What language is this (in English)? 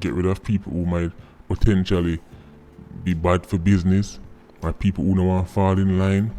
Jamaican Creole English